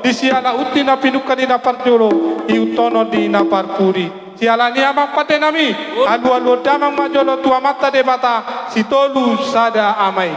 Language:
Batak Toba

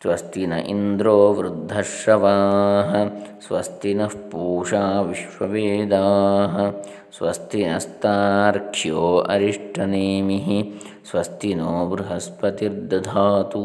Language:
Sanskrit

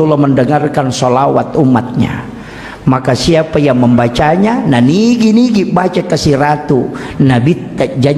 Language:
Buginese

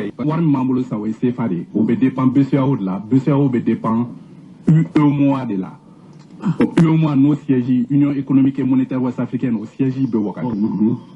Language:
Bambara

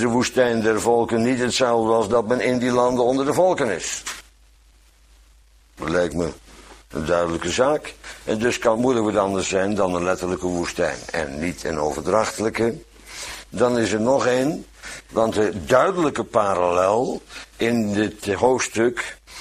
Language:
Dutch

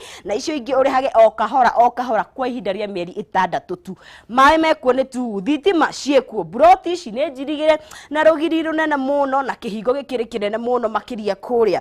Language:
Kikuyu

